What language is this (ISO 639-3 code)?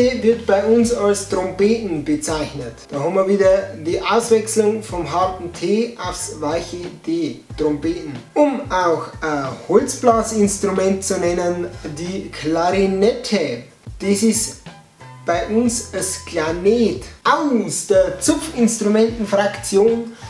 bar